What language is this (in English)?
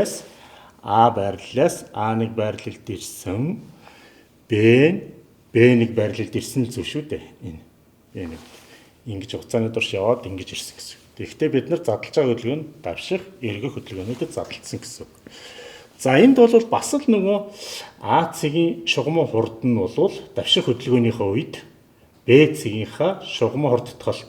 Mongolian